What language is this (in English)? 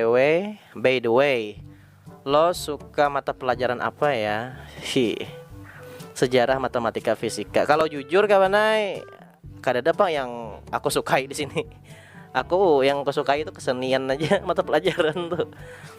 Banjar